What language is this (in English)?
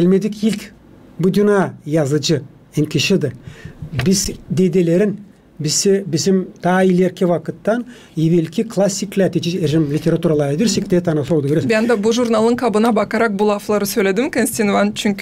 Gagauz